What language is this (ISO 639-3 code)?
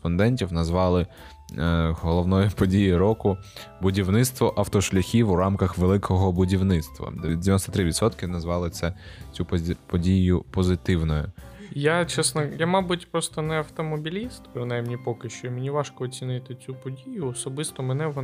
ukr